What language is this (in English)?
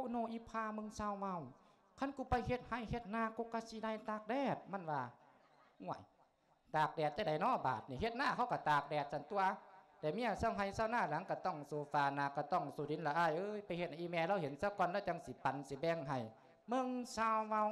Lao